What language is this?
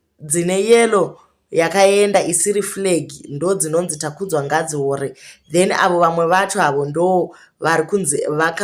Shona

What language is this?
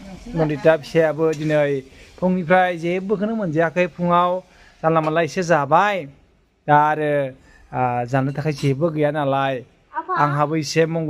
Bodo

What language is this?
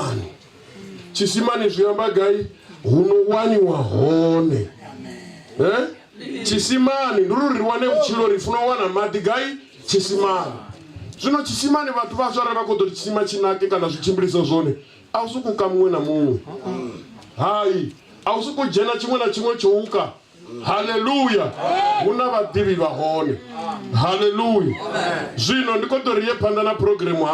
Venda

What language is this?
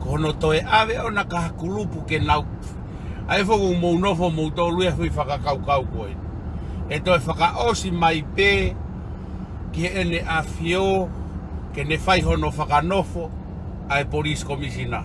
Tongan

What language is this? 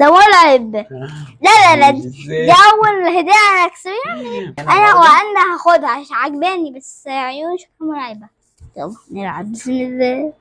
Egyptian Arabic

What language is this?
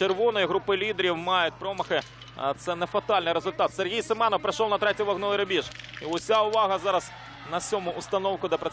Ukrainian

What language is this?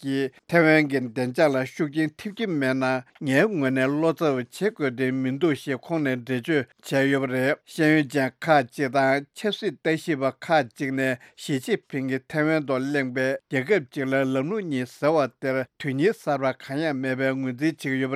Tibetan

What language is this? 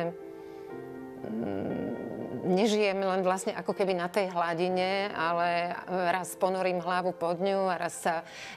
Slovak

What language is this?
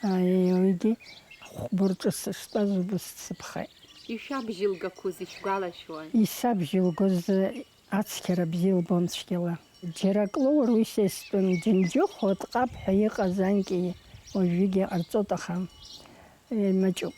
Abkhazian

